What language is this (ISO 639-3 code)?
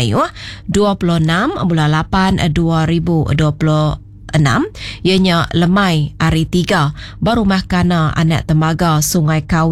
iba